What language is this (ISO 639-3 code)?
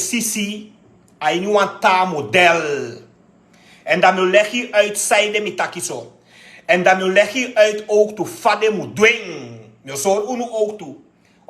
srn